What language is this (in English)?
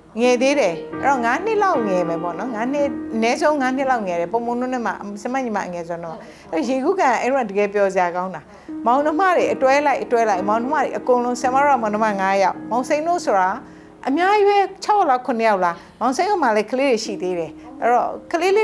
Burmese